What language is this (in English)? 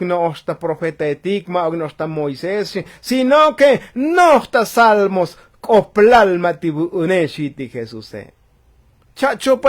Tzotzil